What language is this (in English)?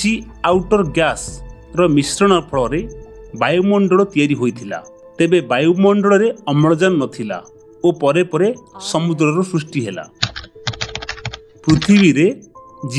Odia